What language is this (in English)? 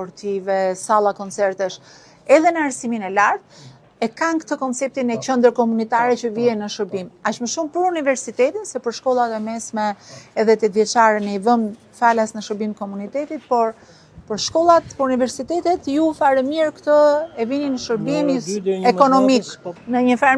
Albanian